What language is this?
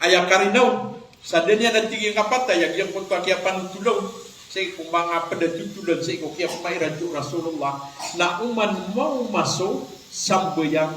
Maranao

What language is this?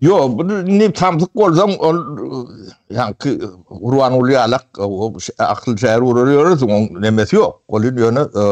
Turkmen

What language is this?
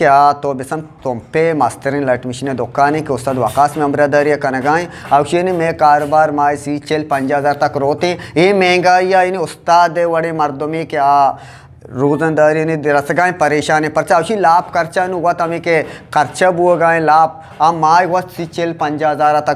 Eastern Balochi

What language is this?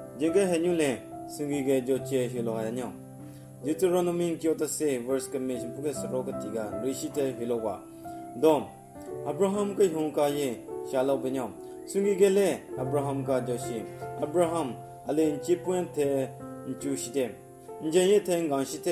Southern Rengma Naga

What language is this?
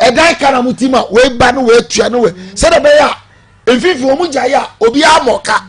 Akan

